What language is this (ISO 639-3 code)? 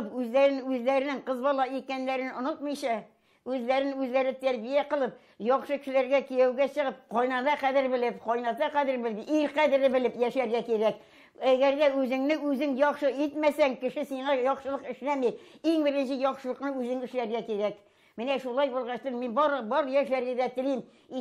tat